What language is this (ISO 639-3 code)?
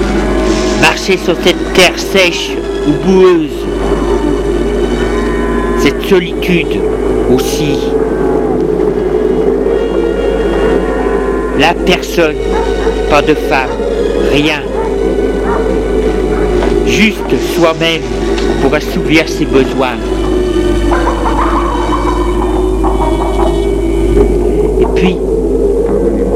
fra